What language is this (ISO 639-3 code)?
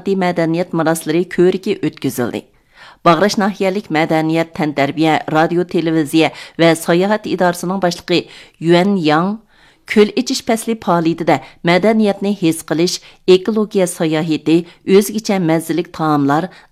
uig